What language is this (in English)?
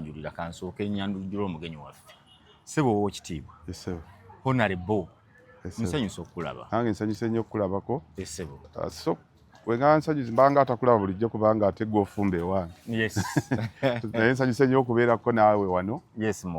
Ganda